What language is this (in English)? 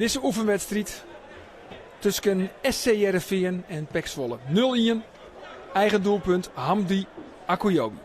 Western Frisian